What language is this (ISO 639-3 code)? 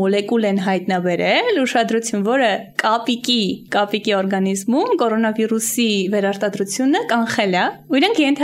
hye